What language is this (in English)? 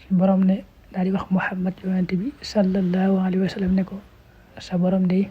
Wolof